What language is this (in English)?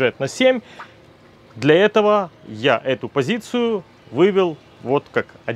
Russian